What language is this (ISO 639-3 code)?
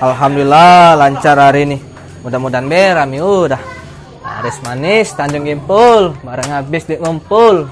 mui